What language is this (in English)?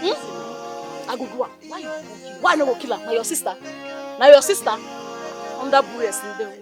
Nigerian Pidgin